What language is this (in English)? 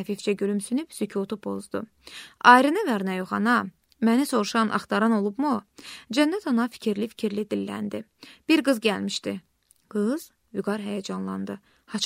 Azerbaijani